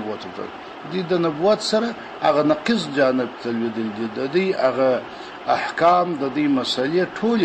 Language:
Pashto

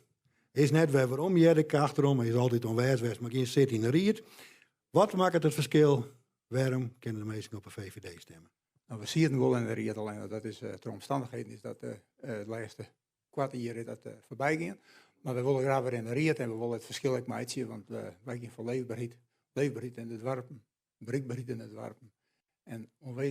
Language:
Western Frisian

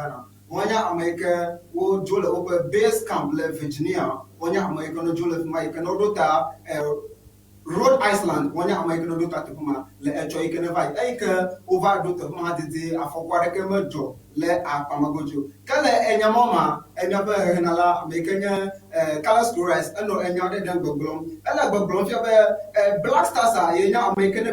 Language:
Ewe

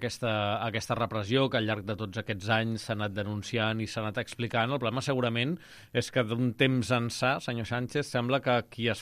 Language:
Catalan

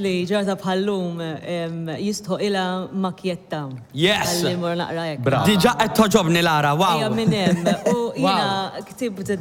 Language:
Maltese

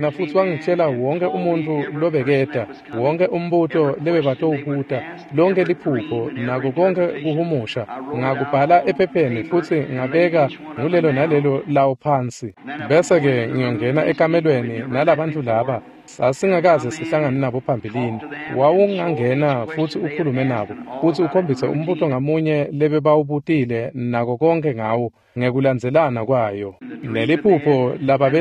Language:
Swati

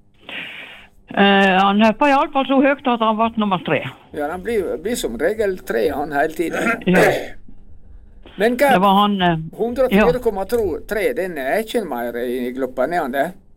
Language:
Norwegian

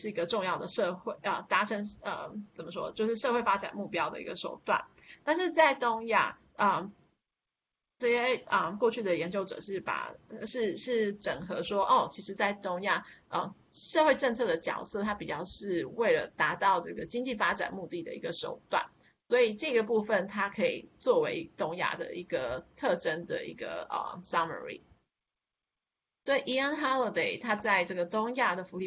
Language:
Chinese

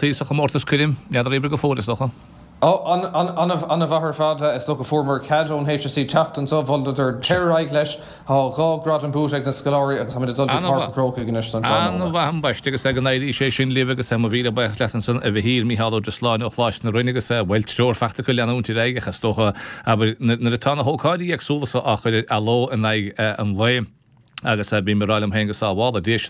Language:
Irish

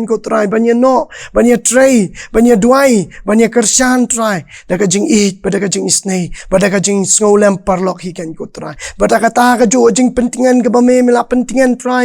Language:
Khasi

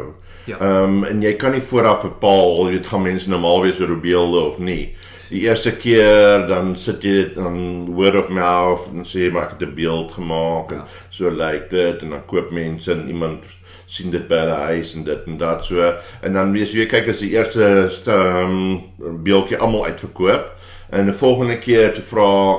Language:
Afrikaans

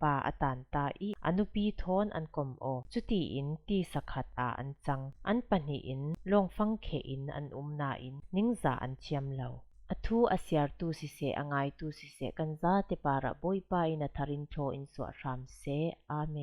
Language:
Falam Chin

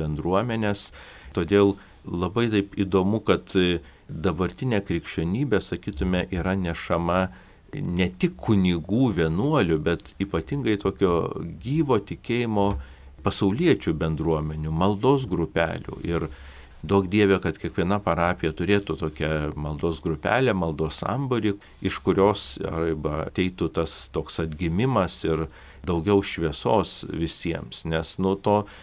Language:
Lithuanian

